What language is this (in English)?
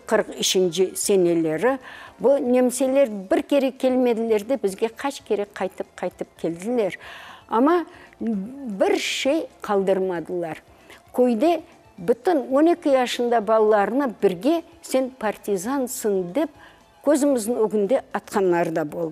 Crimean Tatar